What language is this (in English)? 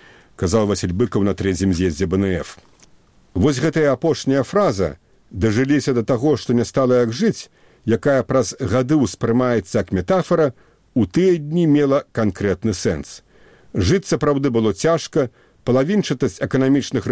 Belarusian